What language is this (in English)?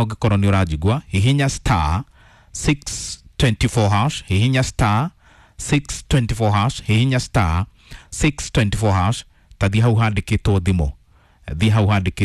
Kikuyu